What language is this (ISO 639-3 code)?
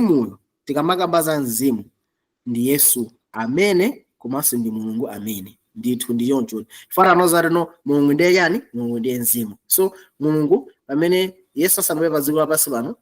nya